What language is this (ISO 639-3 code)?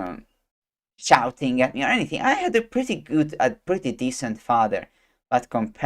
eng